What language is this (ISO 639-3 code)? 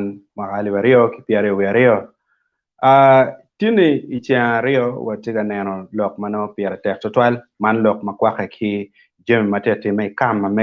ach